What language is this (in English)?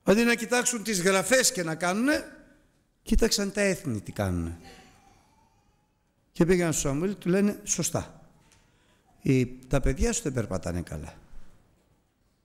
Greek